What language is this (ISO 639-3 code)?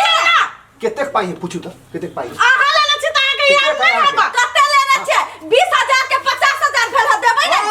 mai